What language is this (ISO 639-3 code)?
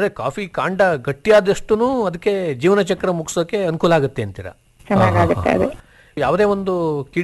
kan